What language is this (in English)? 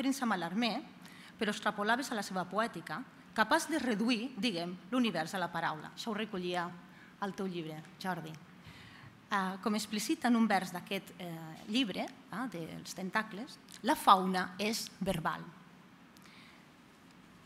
Catalan